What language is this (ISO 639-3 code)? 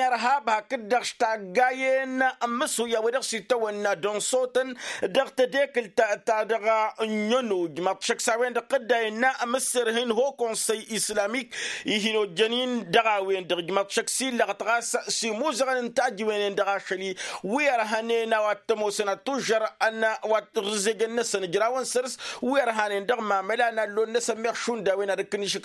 taq